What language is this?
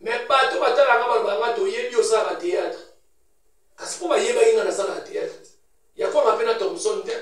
Lingala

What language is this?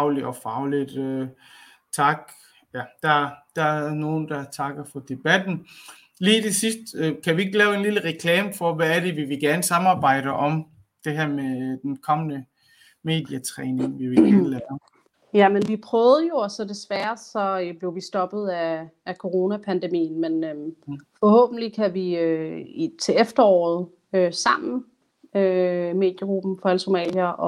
Danish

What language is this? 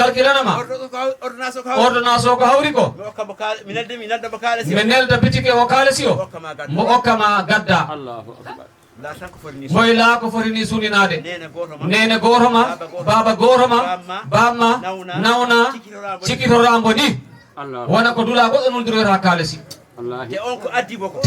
Fula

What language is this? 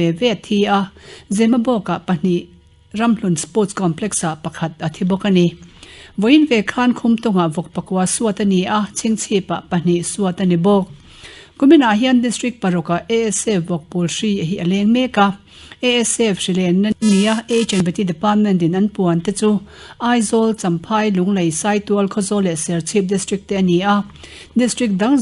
Mizo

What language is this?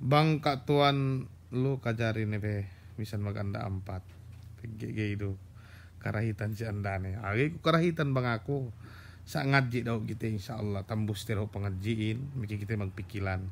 Yakan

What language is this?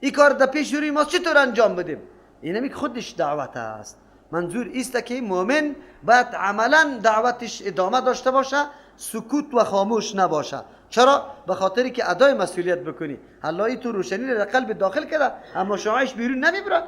Persian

